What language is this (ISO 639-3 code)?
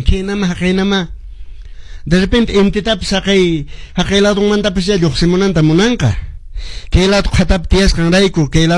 que